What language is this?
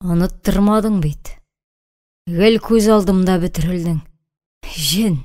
Tatar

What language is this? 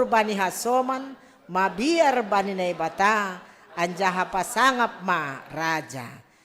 Batak Simalungun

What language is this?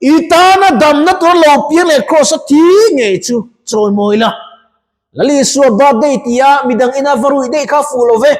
Mizo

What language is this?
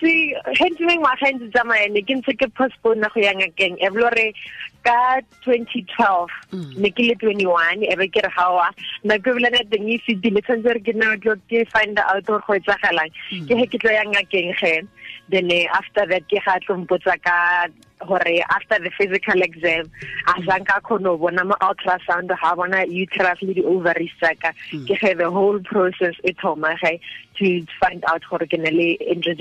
Tswana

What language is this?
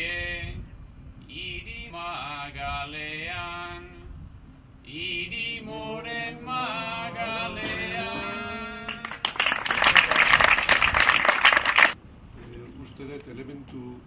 Basque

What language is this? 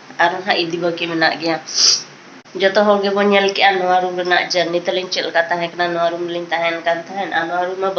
Santali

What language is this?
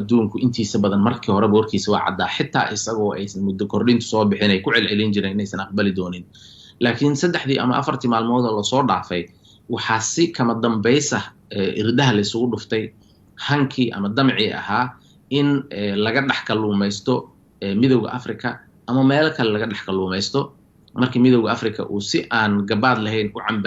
Somali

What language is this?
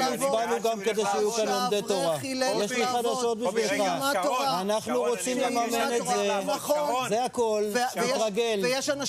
Hebrew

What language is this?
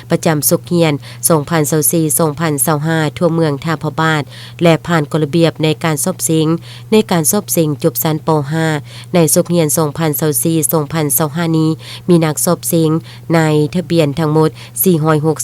Lao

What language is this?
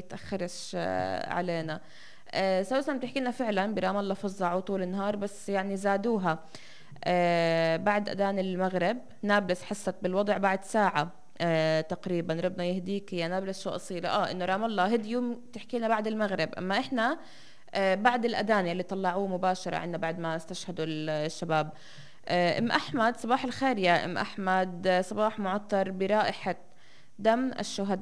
North Levantine Arabic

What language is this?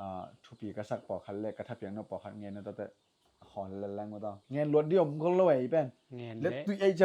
Tedim Chin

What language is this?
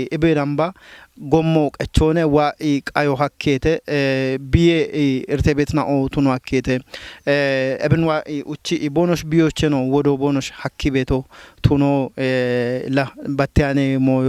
Kafa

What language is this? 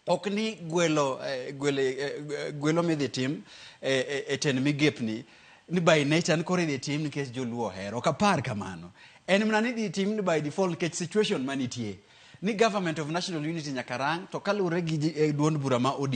Luo (Kenya and Tanzania)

